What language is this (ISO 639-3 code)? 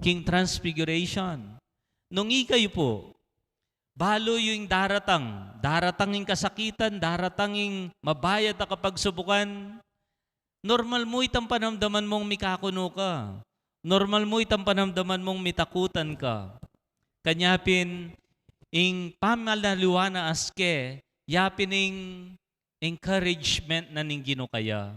pam